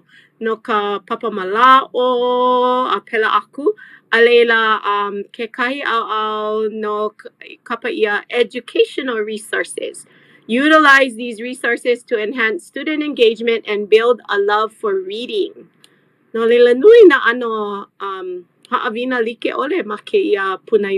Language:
Hawaiian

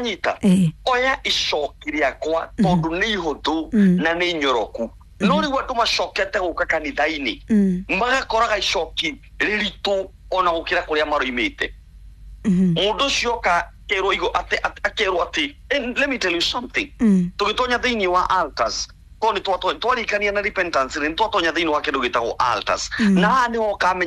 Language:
Kikuyu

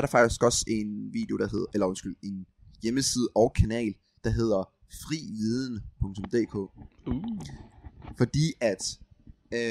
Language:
Danish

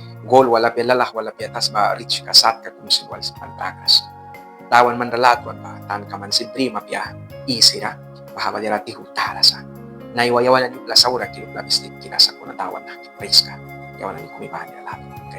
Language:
Mískito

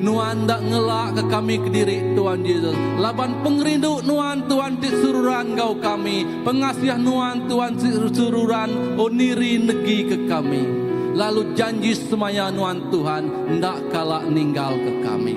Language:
Iban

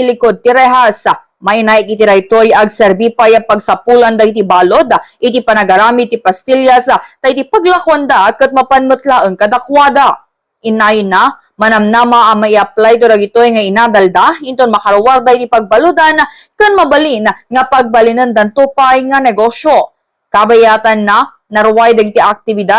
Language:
Iloko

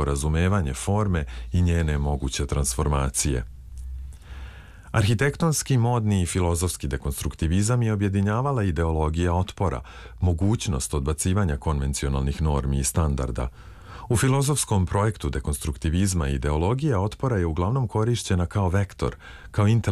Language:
Serbian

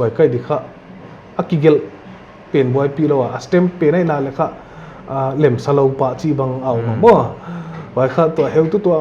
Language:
Paite Chin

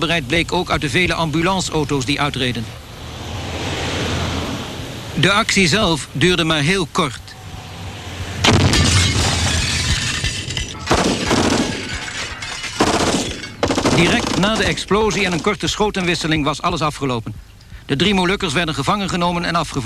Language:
Dutch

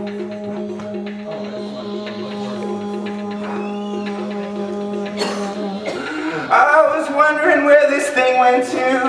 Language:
English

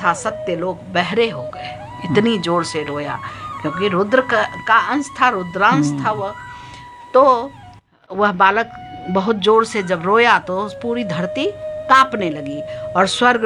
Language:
Hindi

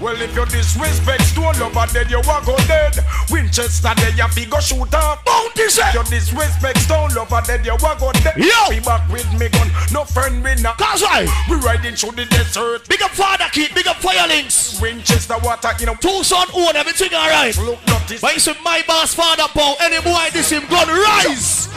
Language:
Jamaican Creole English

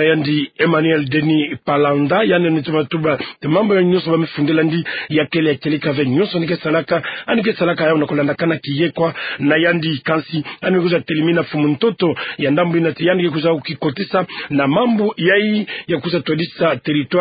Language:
Kituba (Democratic Republic of Congo)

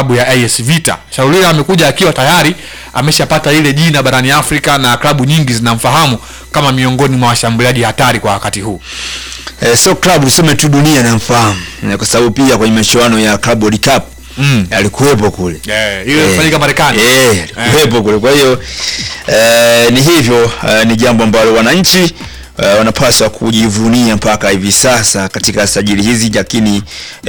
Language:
Swahili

